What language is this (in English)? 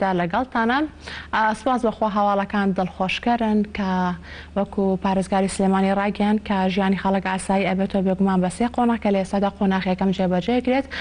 Central Kurdish